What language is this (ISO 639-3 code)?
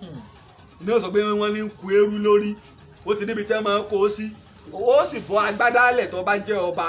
yor